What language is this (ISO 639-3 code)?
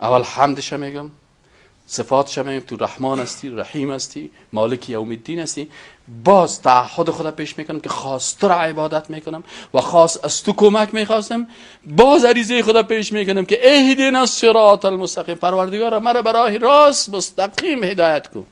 fas